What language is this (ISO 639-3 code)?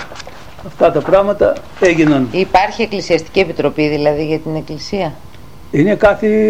ell